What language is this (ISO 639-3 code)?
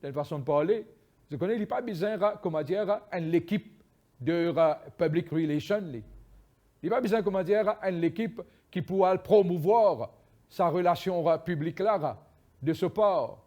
mfe